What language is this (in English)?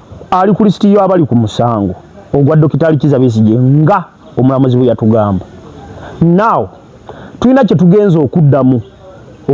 Ganda